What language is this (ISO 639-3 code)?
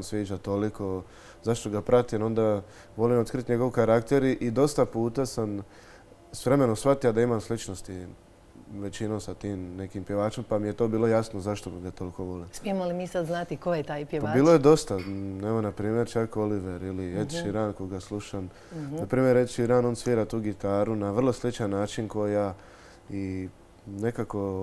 hrv